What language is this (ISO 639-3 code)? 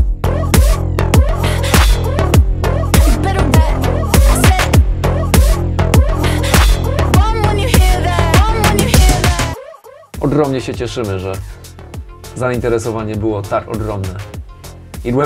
pol